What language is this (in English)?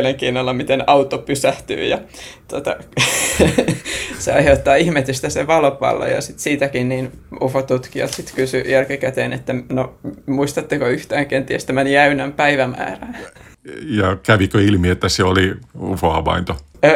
Finnish